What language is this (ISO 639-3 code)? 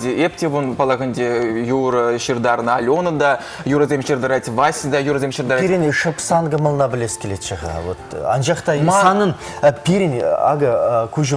chv